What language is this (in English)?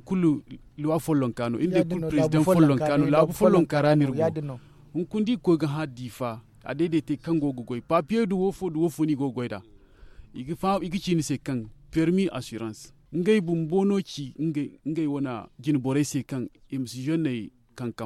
Zarma